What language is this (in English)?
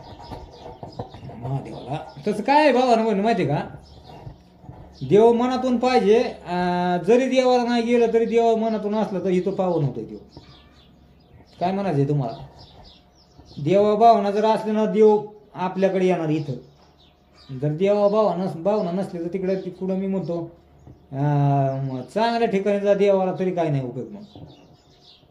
Marathi